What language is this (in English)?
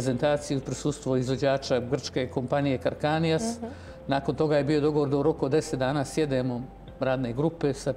Bosnian